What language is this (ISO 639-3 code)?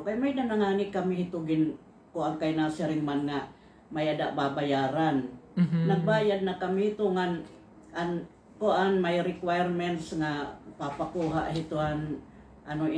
war